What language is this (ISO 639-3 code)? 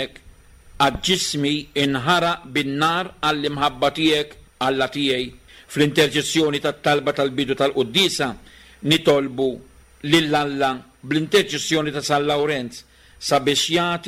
mlt